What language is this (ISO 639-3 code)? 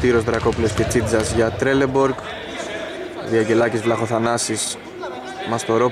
ell